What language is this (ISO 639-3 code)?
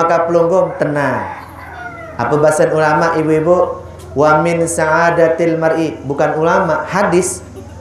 sas